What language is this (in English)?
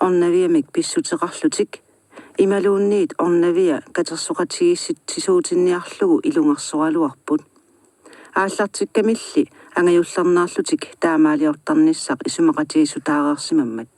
Kalaallisut